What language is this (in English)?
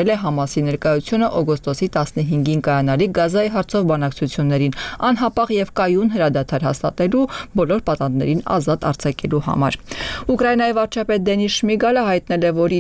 Armenian